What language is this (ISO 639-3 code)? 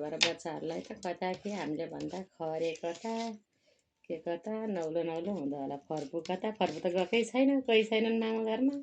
nep